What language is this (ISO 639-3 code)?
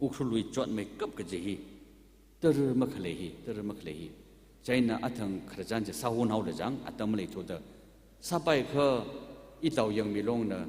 nmf